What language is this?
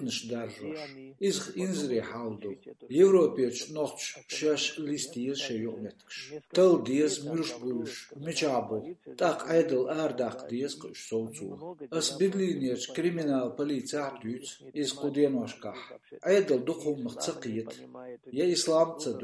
Chechen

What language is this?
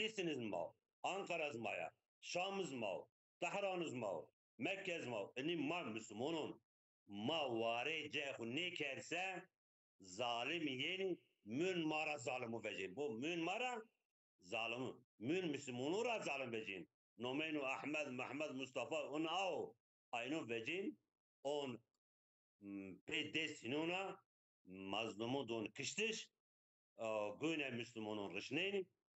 Zaza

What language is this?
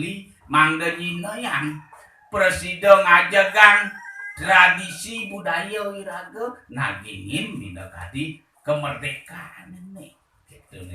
Balinese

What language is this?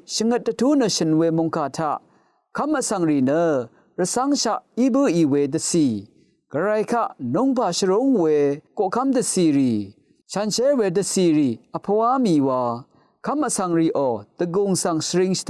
Rawang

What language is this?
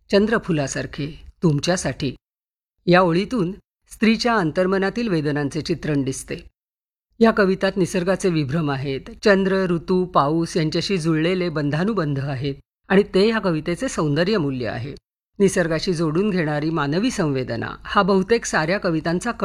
Marathi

